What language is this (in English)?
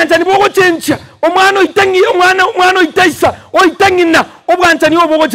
Gusii